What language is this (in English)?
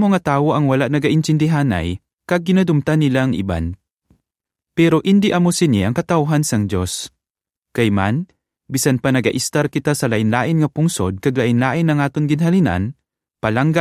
Hiligaynon